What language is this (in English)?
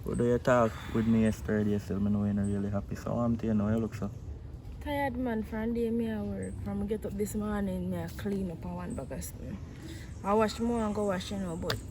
Jamaican Creole English